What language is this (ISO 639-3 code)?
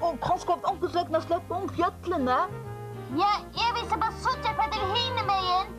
fao